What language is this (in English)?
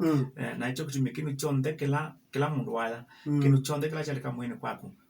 Kamba